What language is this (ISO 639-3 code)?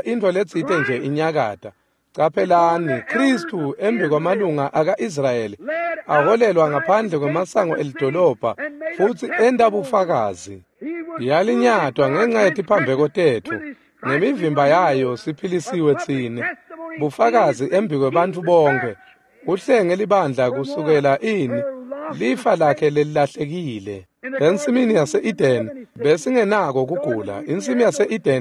ssw